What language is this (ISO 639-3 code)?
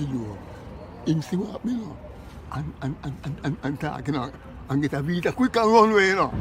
jam